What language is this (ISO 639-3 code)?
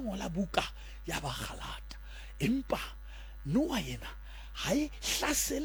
sot